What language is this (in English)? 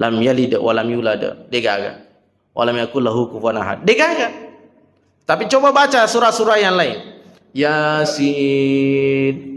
Buginese